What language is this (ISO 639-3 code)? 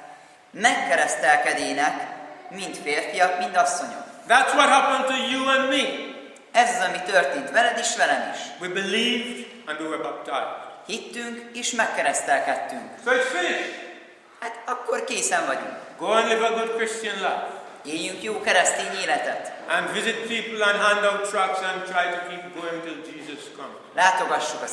hun